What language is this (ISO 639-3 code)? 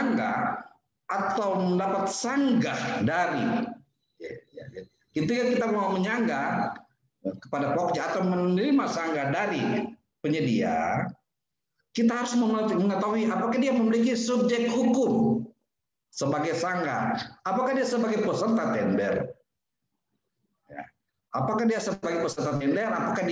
ind